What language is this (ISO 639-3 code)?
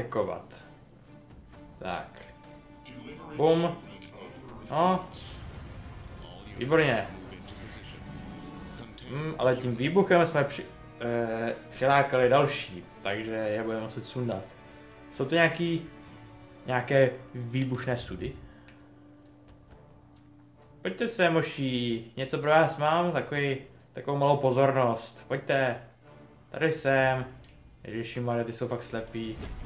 ces